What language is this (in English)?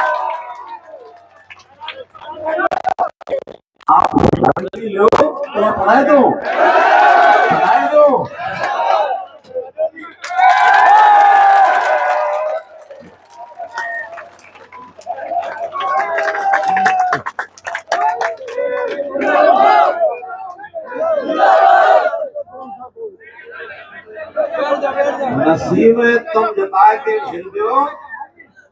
Hindi